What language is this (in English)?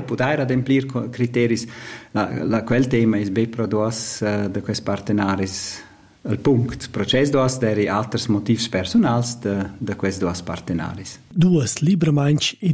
Romansh